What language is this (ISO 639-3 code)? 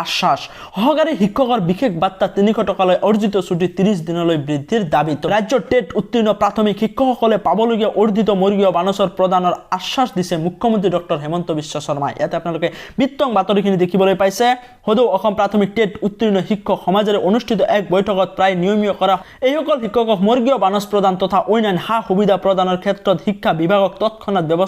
asm